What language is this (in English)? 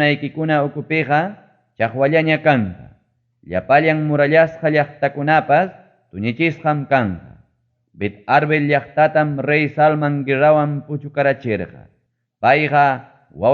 Ayacucho Quechua